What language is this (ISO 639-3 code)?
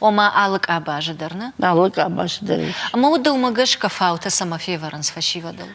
oss